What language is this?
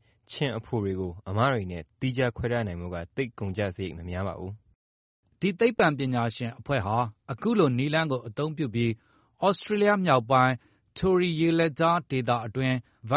Burmese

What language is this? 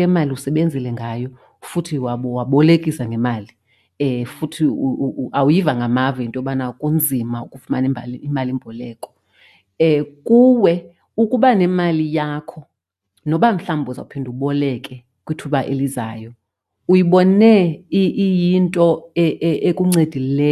Xhosa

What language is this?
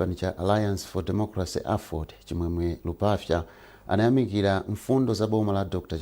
Nyanja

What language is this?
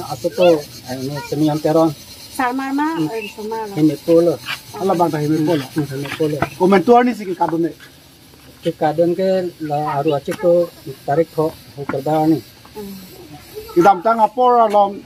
Karbi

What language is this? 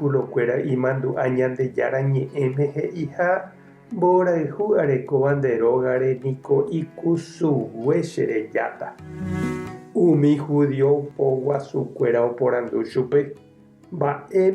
Guarani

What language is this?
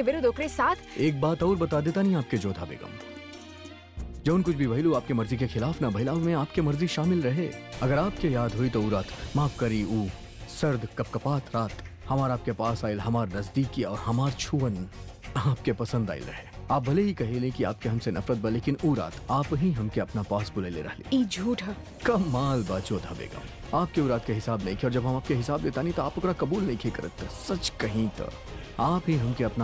Bhojpuri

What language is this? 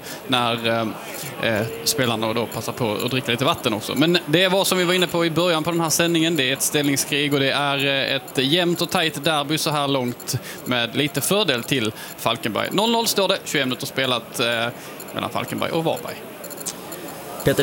Swedish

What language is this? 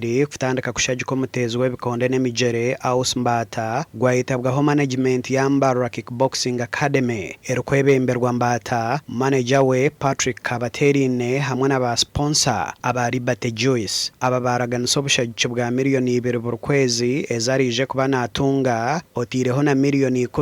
Nyankole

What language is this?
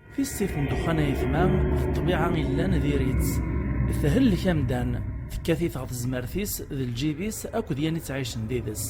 Kabyle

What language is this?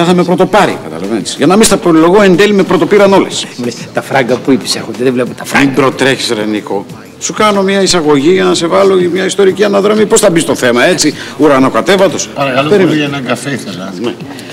Greek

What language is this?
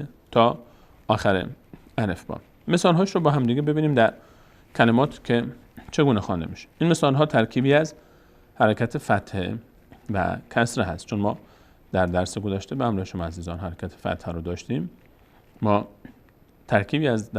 Persian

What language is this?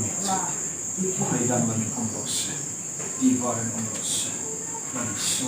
Hmar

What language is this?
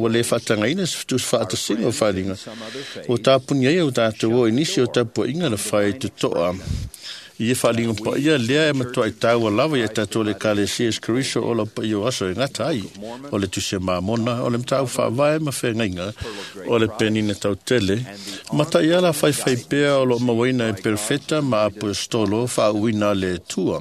Samoan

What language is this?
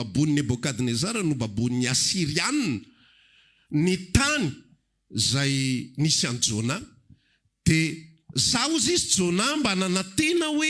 Malagasy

